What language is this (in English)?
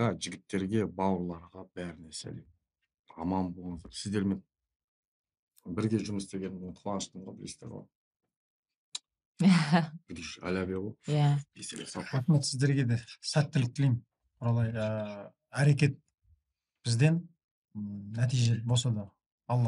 Kazakh